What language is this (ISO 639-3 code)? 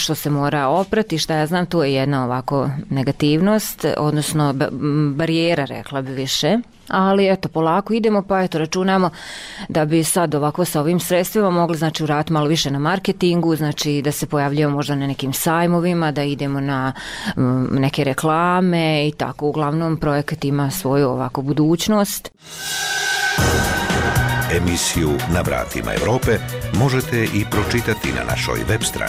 bos